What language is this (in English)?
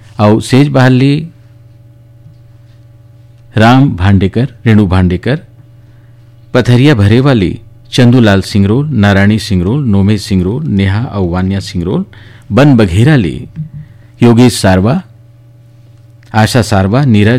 Chhattisgarhi